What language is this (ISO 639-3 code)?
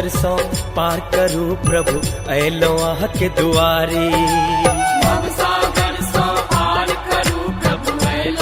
mai